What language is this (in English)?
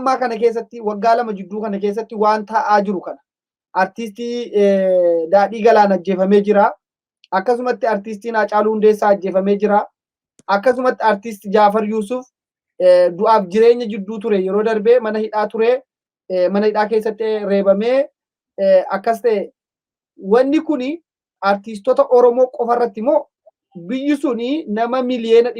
Oromo